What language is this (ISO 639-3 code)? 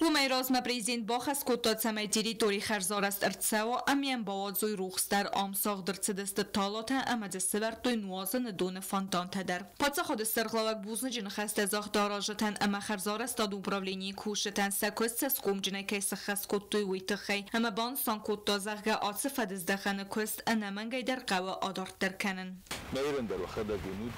oss